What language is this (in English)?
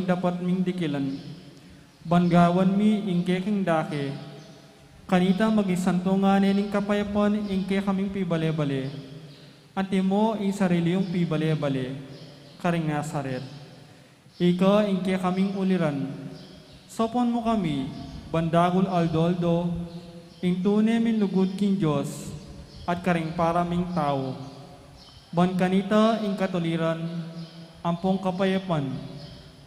Pampanga